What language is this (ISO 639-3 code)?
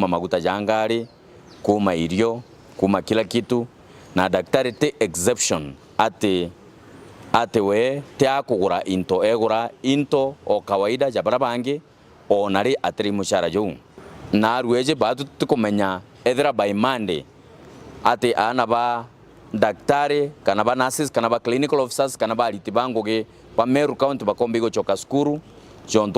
mer